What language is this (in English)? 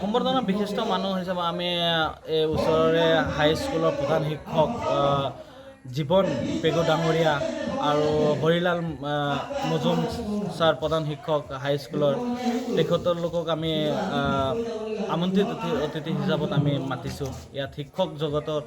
Assamese